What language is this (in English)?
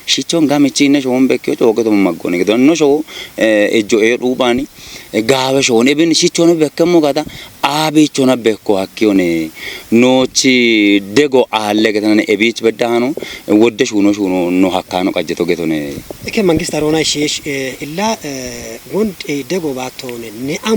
Kafa